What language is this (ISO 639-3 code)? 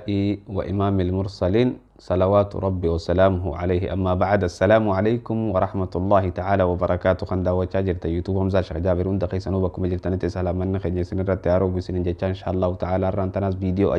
orm